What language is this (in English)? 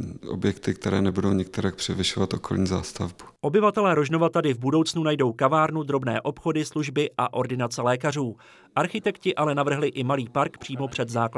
Czech